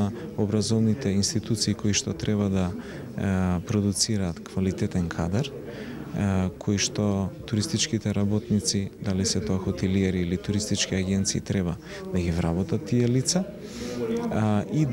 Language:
Macedonian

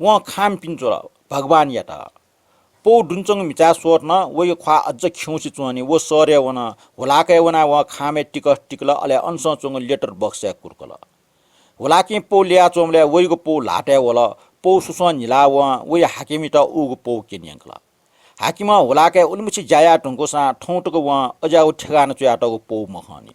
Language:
Newari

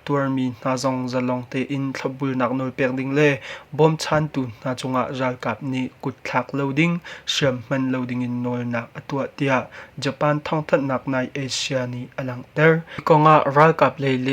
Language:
Hakha Chin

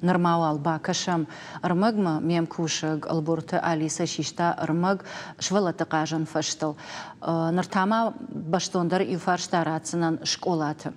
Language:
Ossetic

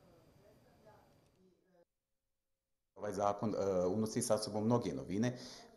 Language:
Bosnian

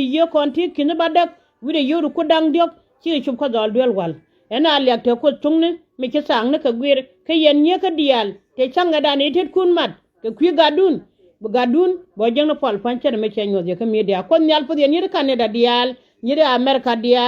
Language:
Nuer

